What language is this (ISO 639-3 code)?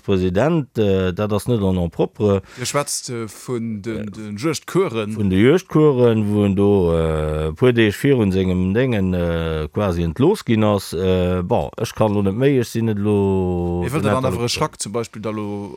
ltz